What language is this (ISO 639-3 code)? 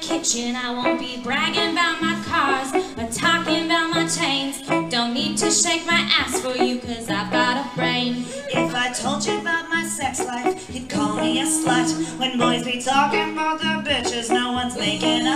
eng